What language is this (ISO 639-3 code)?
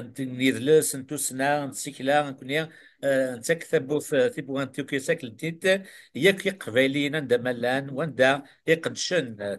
kab